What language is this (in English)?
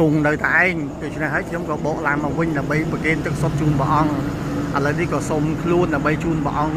Khmer